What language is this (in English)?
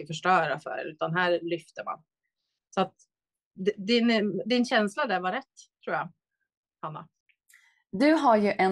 Swedish